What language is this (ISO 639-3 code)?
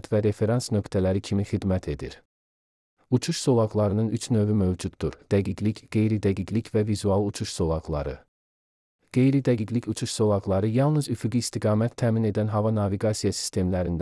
aze